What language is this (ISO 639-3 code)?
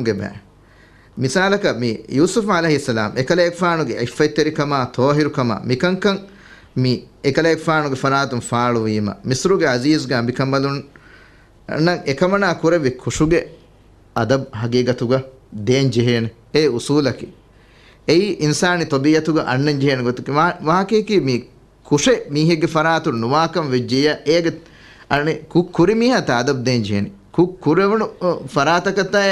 div